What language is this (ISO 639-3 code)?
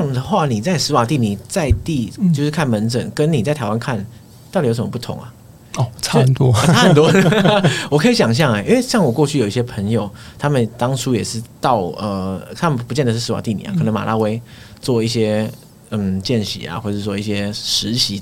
zho